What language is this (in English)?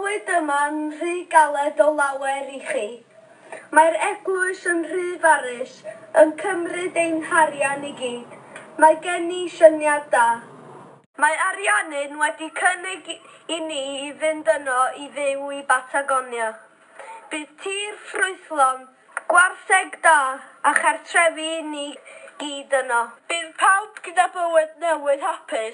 Welsh